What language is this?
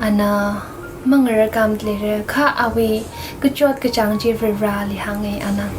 Tangkhul Naga (India)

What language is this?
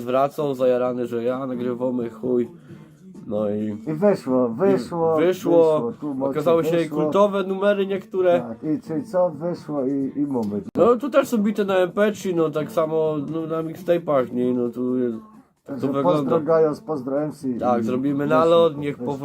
Silesian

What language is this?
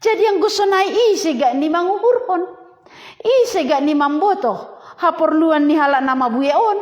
Batak Simalungun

